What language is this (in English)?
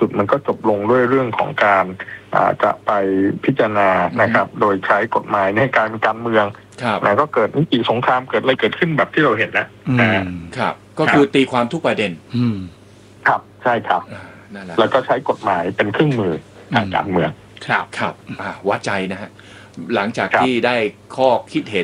Thai